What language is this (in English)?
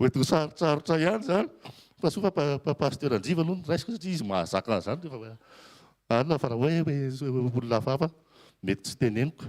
Malagasy